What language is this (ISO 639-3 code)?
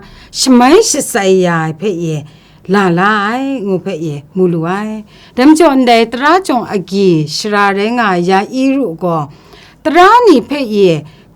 kac